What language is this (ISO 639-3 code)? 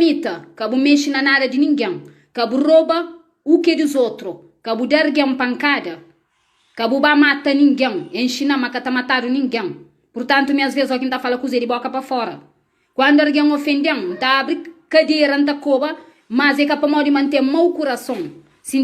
kea